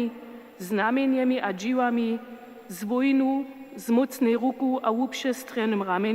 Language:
Upper Sorbian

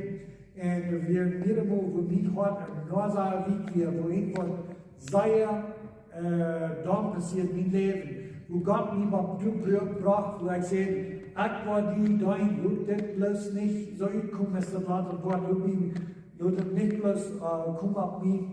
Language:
Plautdietsch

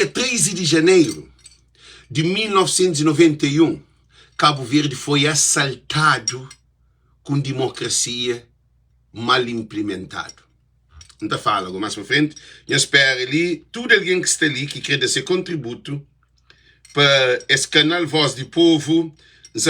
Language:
Kabuverdianu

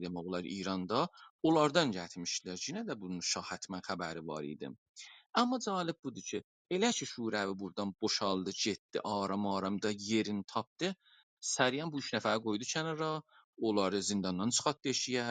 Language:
South Azerbaijani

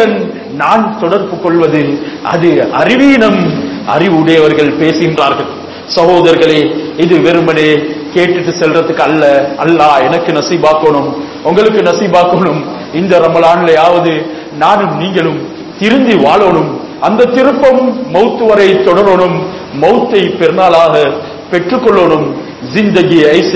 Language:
Tamil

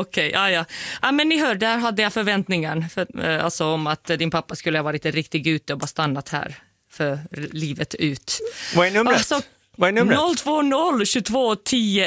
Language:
Swedish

